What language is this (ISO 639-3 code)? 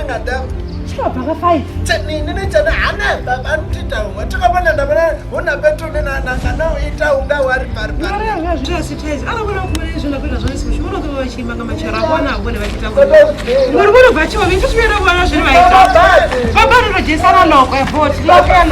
ven